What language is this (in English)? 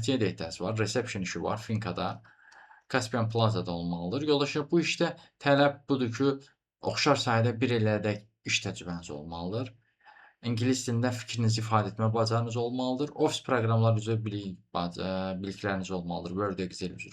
Azerbaijani